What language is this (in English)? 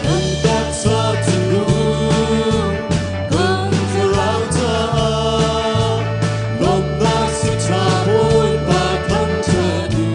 Hakha Chin